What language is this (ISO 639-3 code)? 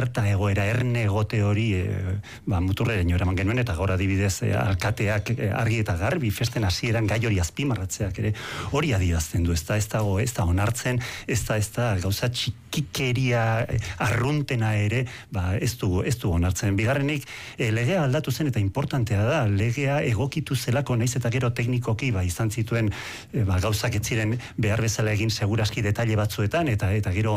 eus